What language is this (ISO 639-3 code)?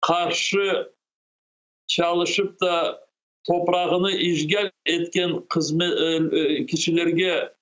crh